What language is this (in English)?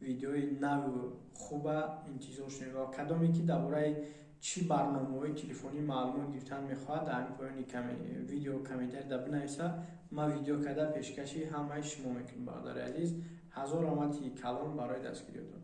Tajik